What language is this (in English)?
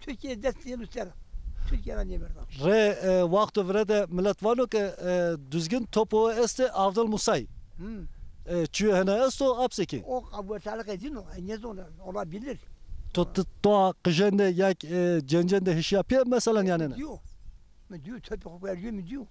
Zaza